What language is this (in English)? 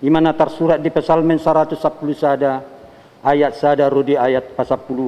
Batak Toba